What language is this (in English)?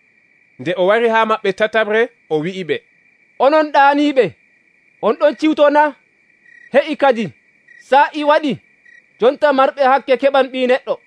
Nigerian Fulfulde